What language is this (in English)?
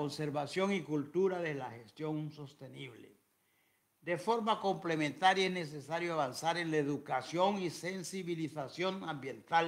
Spanish